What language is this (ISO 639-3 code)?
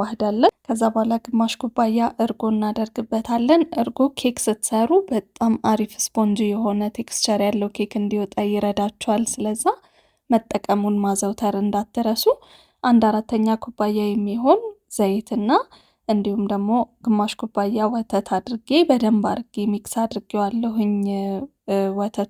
amh